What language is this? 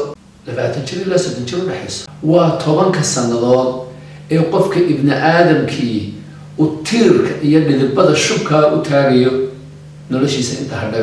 Somali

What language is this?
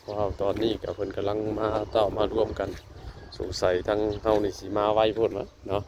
Northeastern Thai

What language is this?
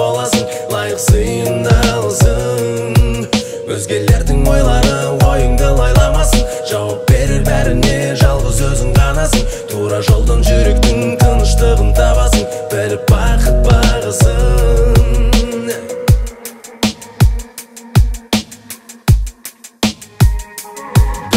Kazakh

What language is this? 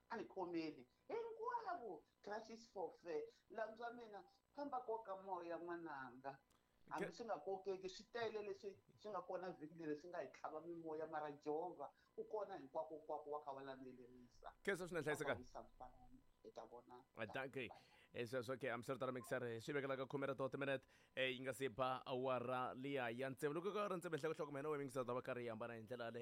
Tsonga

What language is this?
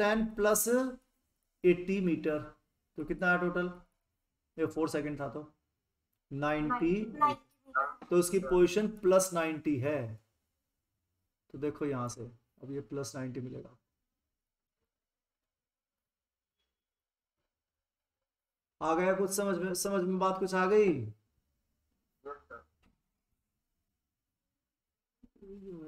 Hindi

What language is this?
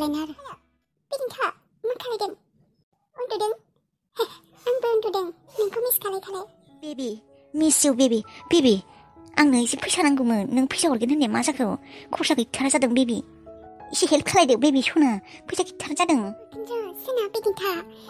Bodo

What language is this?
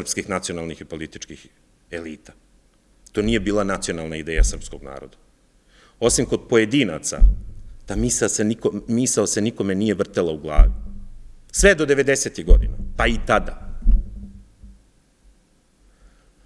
Serbian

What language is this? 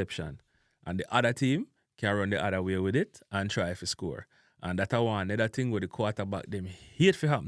Jamaican Creole English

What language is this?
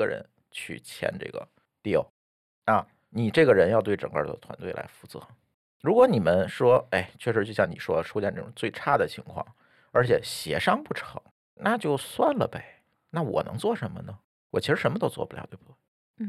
Chinese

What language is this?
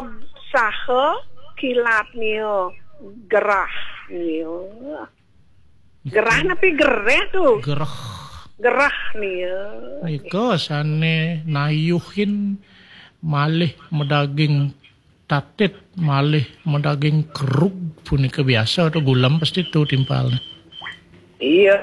Balinese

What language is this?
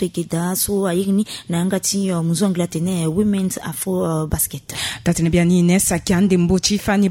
Sango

